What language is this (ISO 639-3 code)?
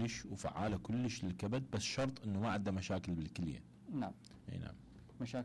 acm